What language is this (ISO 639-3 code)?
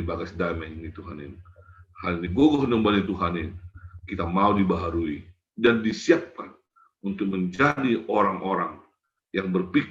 bts